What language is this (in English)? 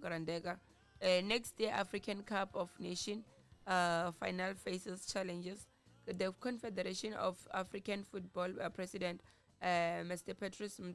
Tsonga